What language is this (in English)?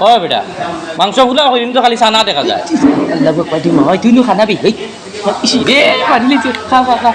Sylheti